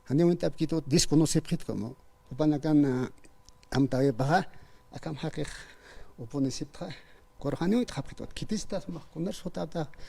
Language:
Aymara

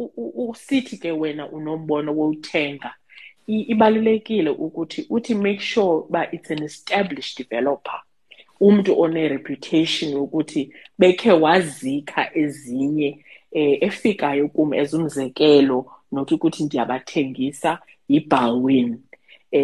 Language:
Xhosa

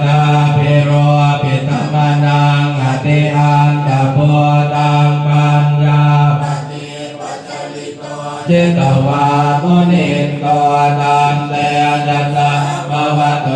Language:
Pali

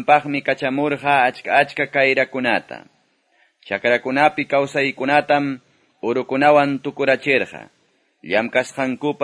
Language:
Quechua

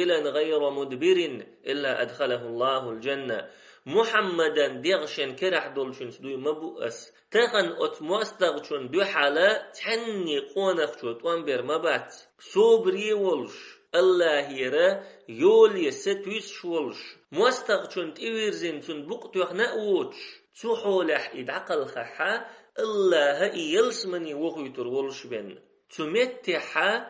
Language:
Chechen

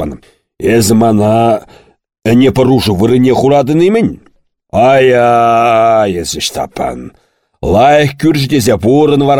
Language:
Chuvash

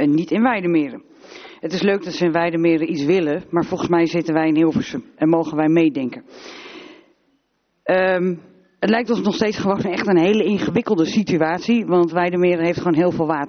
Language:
Dutch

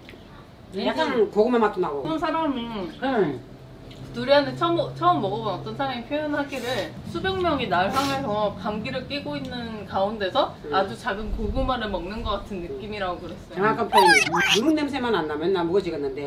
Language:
Korean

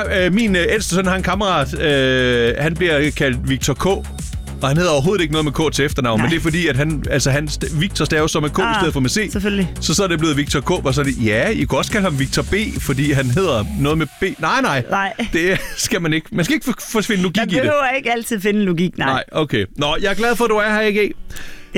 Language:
Danish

